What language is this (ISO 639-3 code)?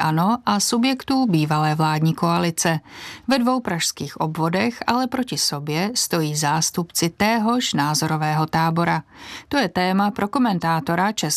ces